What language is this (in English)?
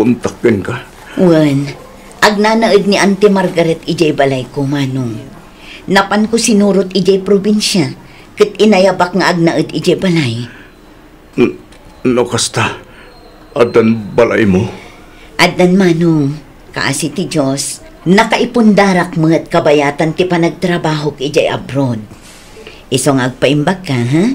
Iloko